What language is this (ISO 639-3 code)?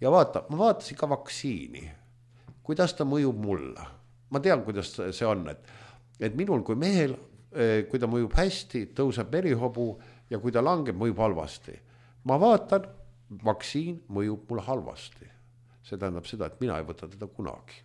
est